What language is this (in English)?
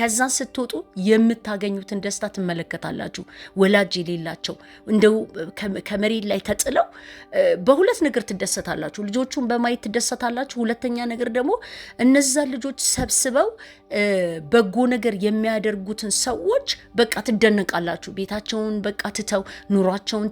Amharic